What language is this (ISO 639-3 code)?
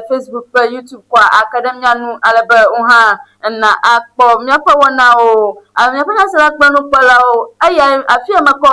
ewe